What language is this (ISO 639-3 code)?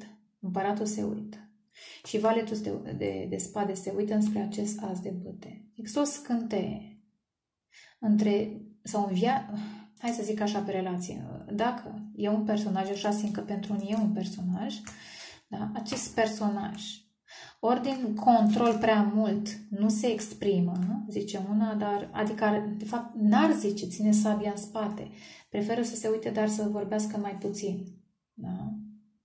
ron